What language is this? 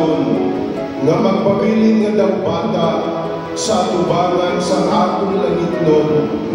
Hiligaynon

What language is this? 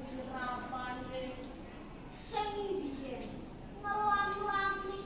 Javanese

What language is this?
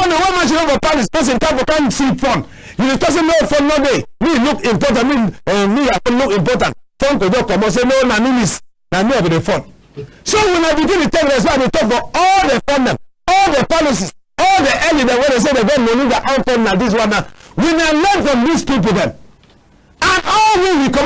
Cameroon Pidgin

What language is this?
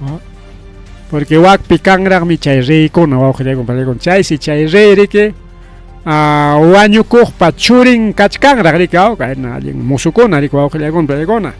Ayacucho Quechua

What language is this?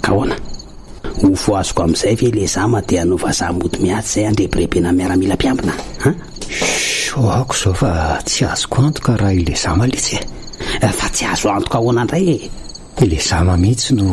Malagasy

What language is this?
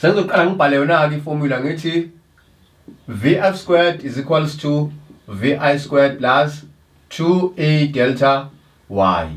Zulu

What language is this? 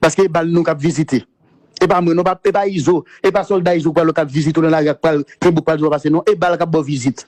Haitian Creole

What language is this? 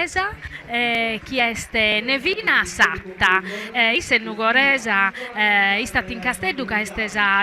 Sardinian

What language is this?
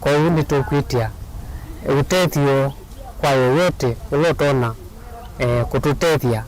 Kamba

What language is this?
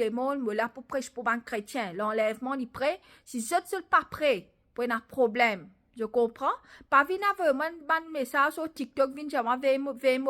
Morisyen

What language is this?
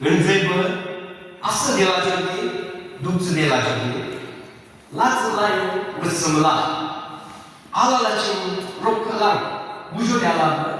Yimchungru Naga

